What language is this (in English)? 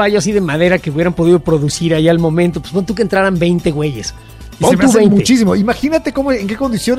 Spanish